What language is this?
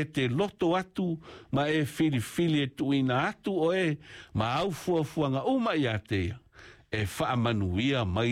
Samoan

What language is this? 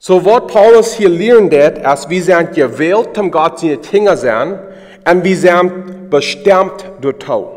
Plautdietsch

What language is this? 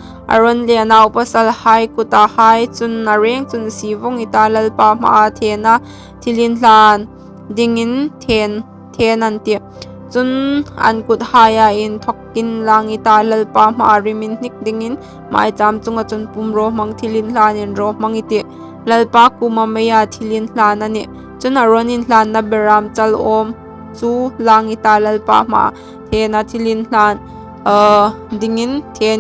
Hmar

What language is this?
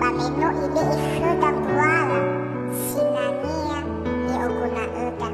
Nias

